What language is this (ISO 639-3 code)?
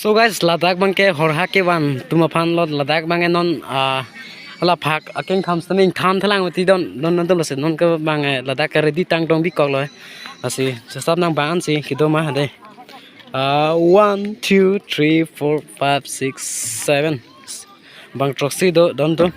mjw